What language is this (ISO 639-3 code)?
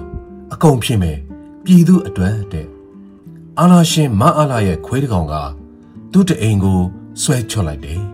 mya